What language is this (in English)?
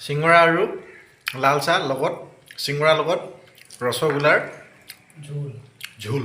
Assamese